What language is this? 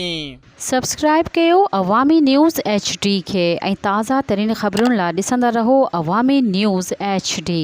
Sindhi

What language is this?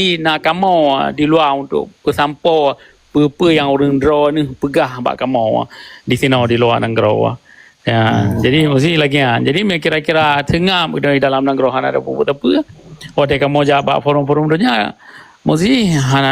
Achinese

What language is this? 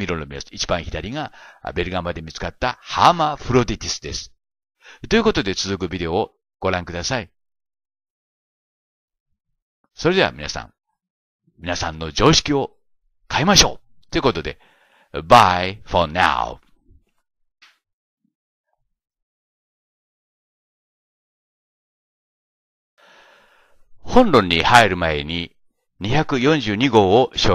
Japanese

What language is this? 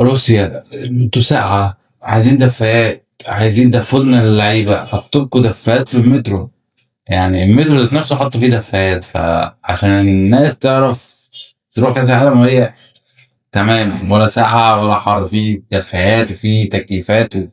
Egyptian Arabic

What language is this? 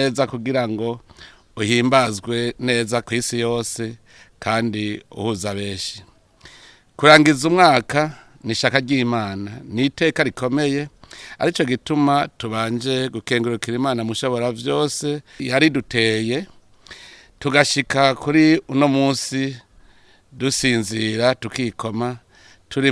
Rundi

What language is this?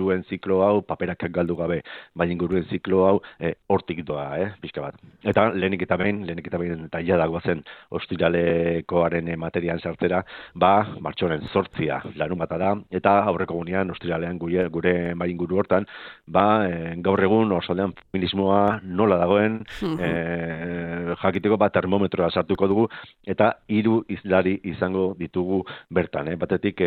Basque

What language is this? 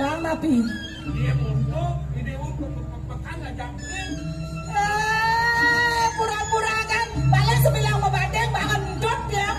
Balinese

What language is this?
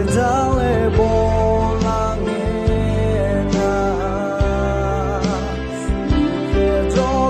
Akha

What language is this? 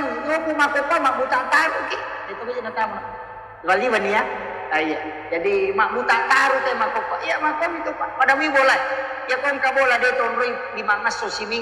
Buginese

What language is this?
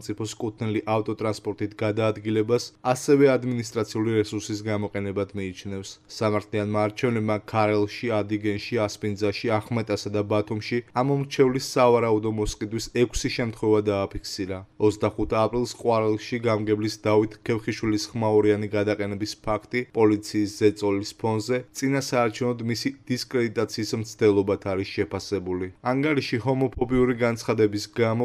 Georgian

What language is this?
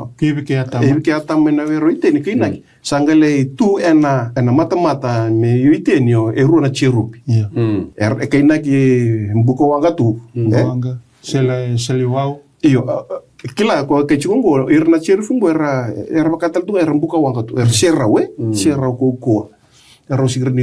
Fijian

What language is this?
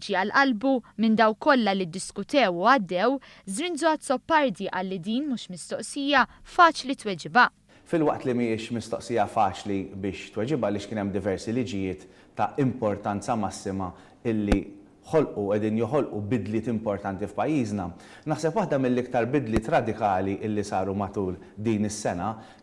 Maltese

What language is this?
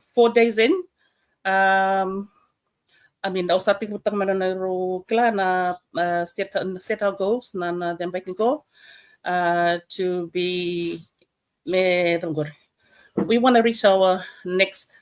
Fijian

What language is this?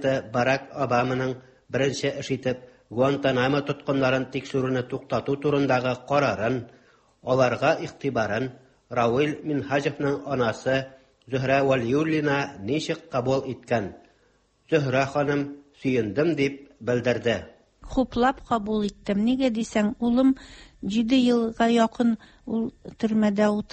Tatar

